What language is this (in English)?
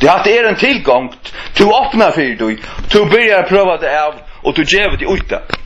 Faroese